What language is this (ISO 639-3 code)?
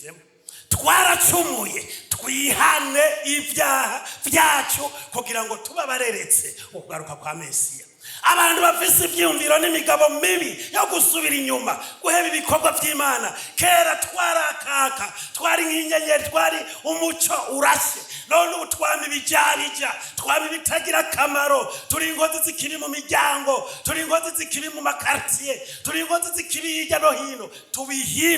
run